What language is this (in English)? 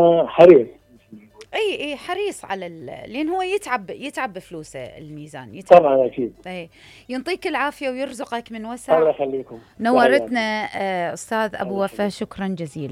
Mesopotamian Arabic